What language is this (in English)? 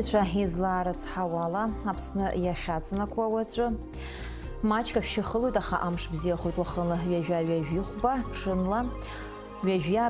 Abkhazian